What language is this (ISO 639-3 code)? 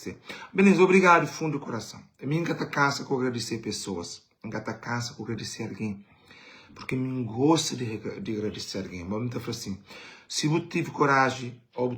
kea